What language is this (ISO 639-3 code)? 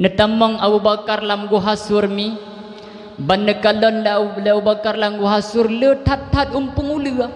ace